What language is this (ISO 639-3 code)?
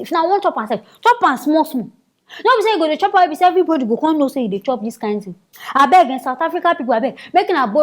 pcm